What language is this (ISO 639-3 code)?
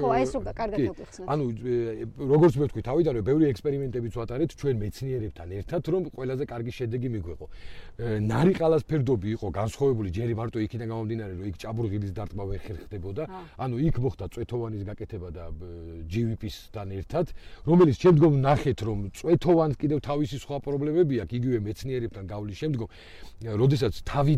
kat